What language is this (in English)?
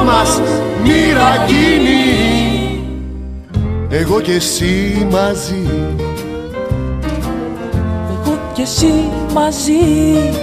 Greek